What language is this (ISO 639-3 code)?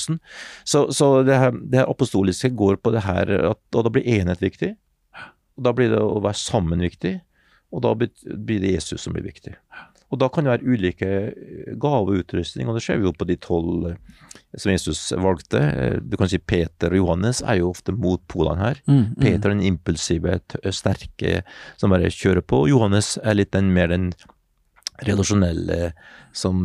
nor